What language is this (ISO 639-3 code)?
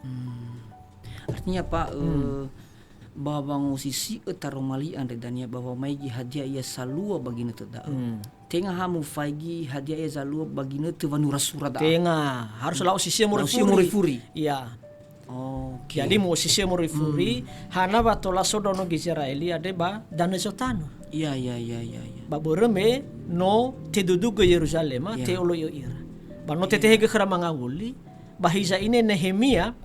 nia